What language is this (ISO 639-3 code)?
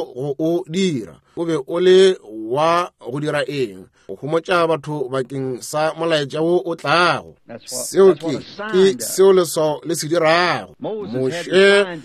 nso